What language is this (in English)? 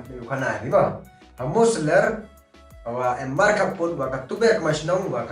Pnar